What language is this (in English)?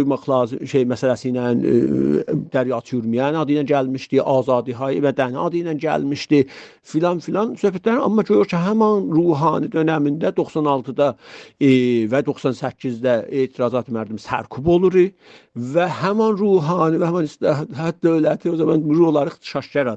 South Azerbaijani